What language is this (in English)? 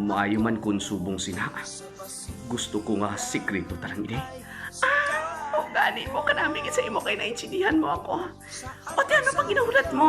Hiligaynon